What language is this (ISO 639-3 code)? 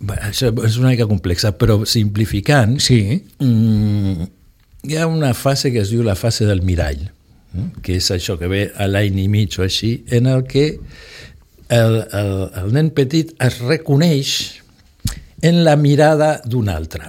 cat